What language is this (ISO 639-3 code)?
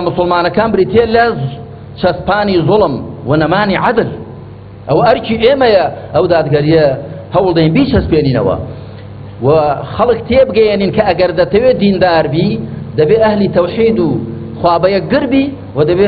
ckb